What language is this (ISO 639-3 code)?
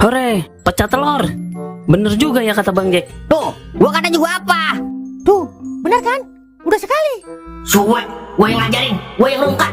bew